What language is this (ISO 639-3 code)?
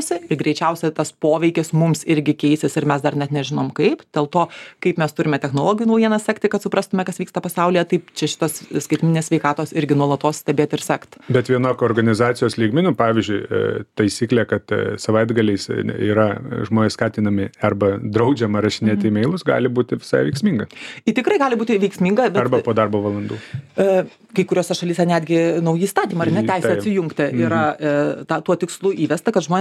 lit